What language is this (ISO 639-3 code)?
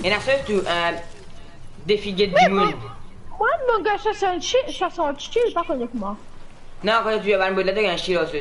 mfe